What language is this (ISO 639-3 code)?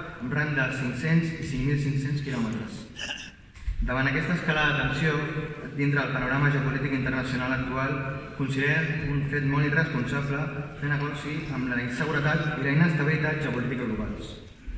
cat